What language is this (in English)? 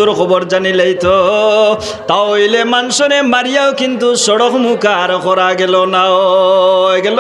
Sylheti